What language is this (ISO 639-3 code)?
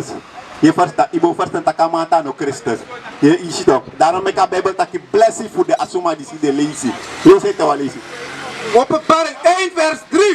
srn